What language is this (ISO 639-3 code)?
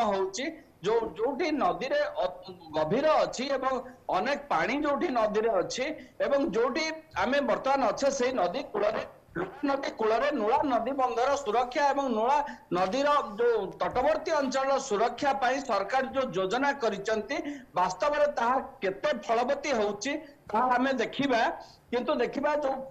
ori